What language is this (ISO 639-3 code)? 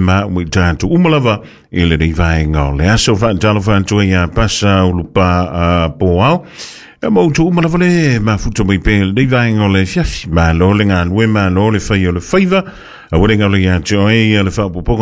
smo